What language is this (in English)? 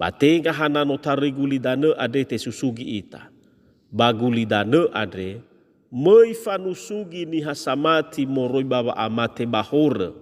Nias